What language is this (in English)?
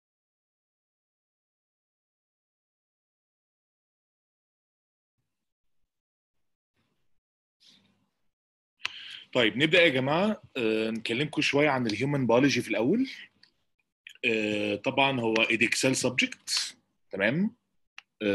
Egyptian Arabic